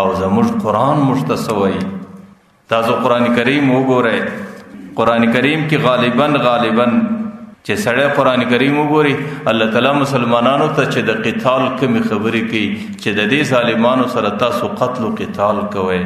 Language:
Pashto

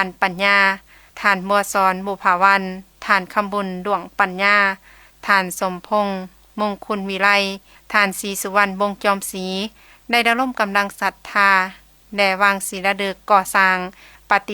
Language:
Lao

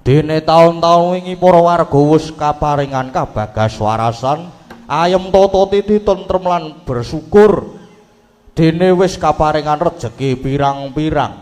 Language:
Javanese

